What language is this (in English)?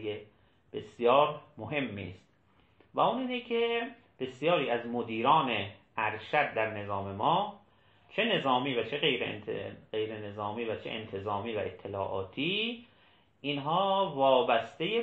Persian